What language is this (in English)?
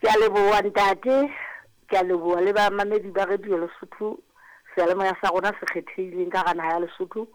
Southern Sotho